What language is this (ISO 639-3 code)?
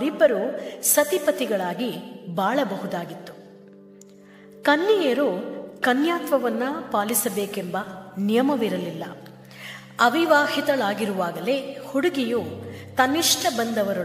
kan